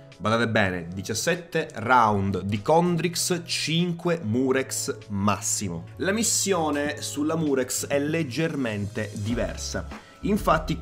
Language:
Italian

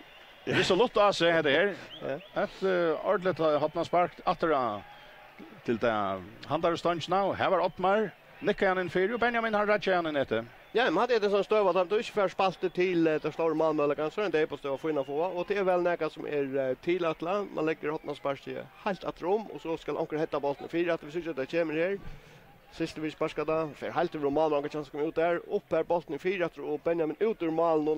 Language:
Faroese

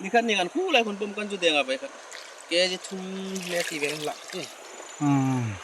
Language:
Hmar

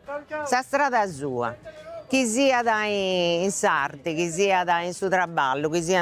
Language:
Sardinian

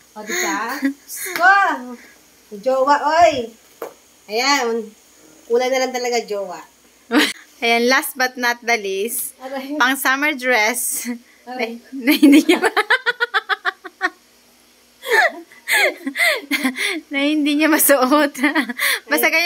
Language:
Filipino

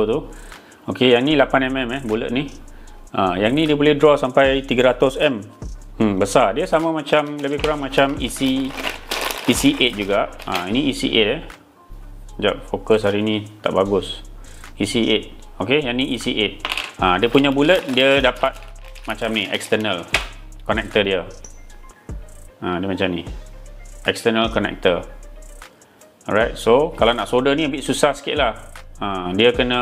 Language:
Malay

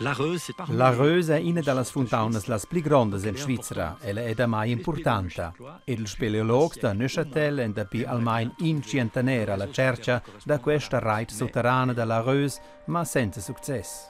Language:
Romansh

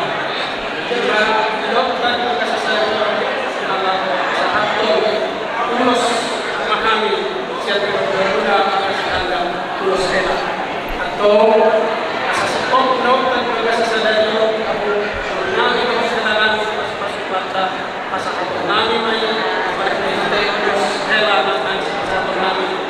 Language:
Batak Toba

